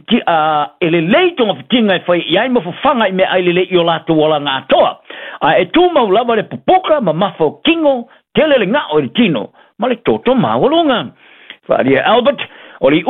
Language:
Samoan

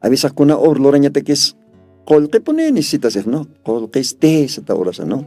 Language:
Aymara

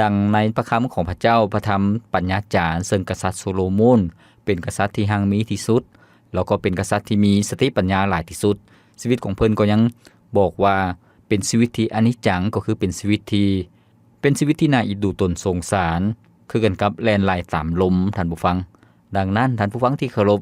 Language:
Lao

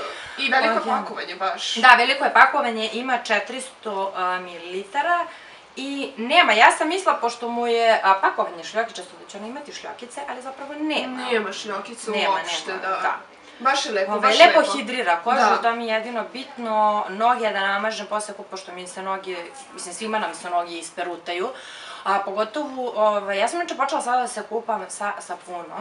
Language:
Serbian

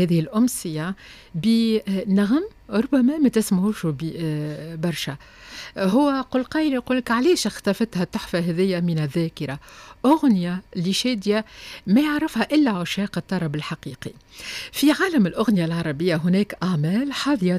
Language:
Tunisian Arabic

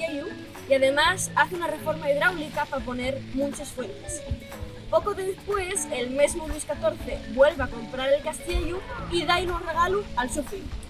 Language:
Asturian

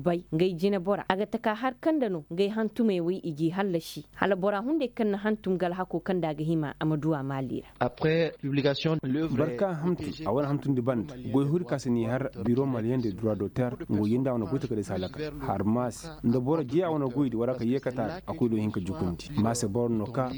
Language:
Koyraboro Senni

